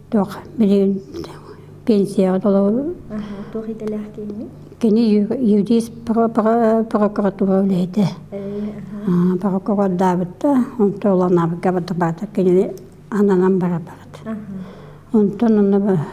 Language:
Yakut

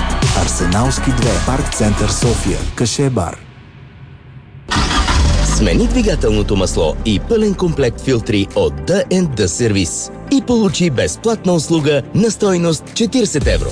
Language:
Bulgarian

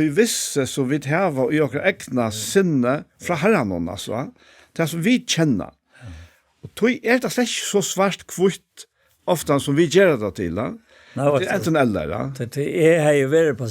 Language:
Faroese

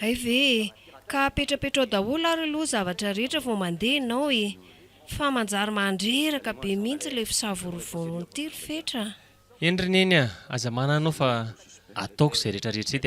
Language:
Malagasy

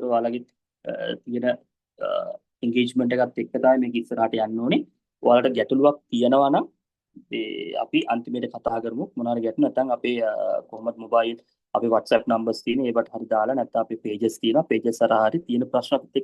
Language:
Sinhala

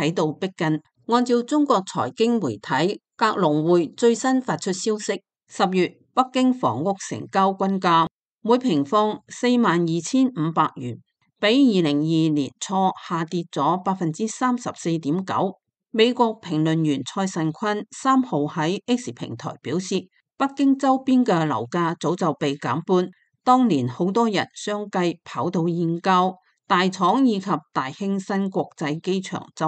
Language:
Cantonese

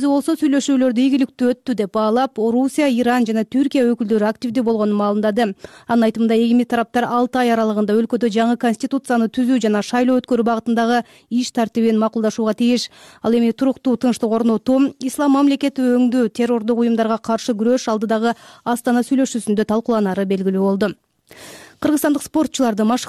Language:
Kyrgyz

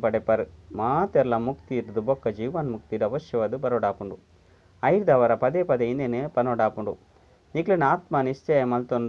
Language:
Tulu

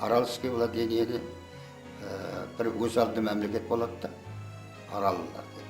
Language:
Kara-Kalpak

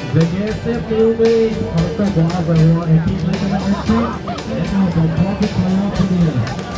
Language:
Kok Borok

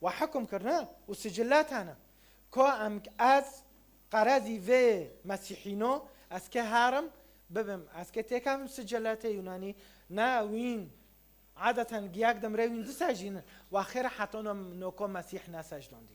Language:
Kurdish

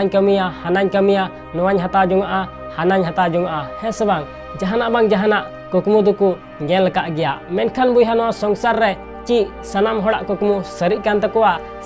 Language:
Santali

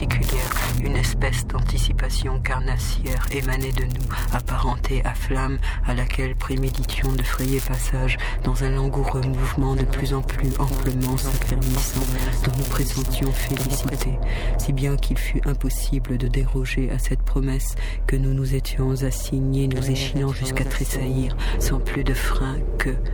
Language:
French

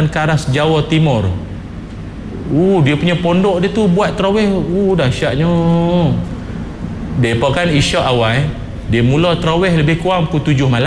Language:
Malay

